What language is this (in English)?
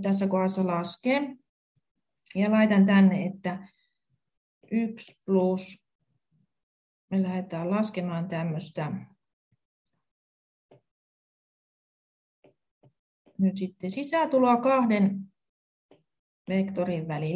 Finnish